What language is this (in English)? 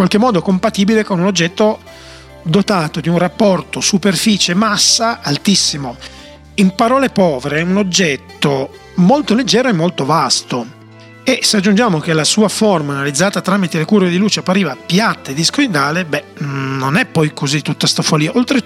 Italian